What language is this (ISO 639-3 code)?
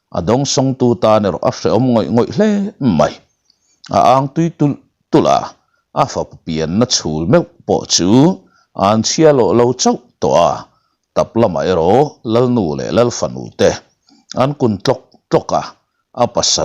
lus